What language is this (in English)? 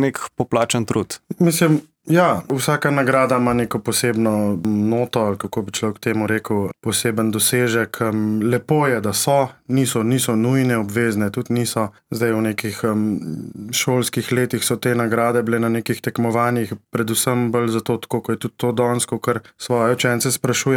Slovenian